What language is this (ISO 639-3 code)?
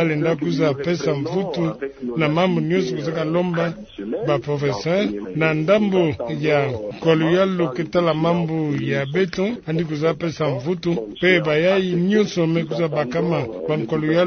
ktu